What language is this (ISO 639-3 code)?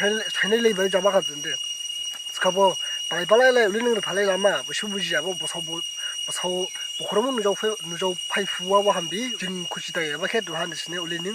dis